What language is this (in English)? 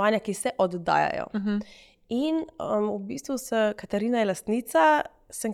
Slovenian